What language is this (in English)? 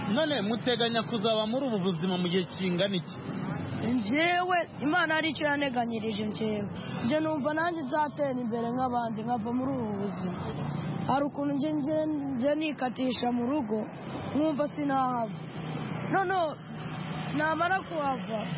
Kinyarwanda